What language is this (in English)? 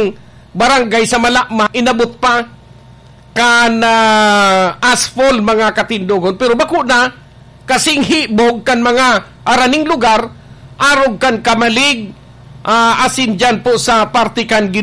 Bikol